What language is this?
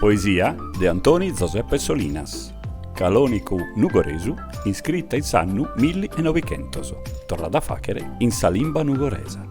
Sardinian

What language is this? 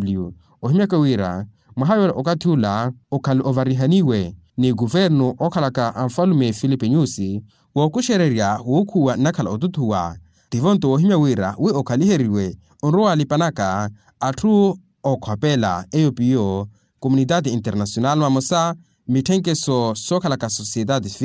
Makhuwa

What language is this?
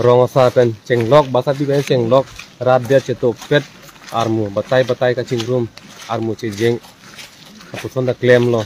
Karbi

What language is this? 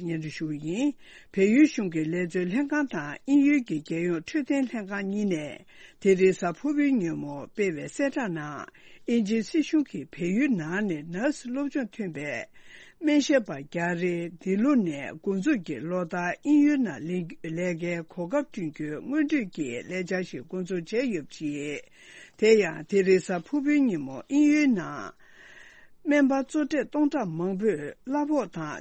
Tibetan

